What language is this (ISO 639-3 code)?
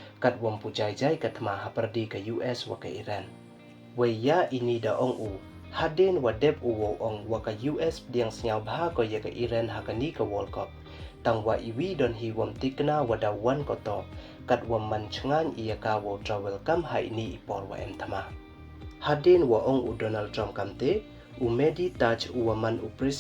pbv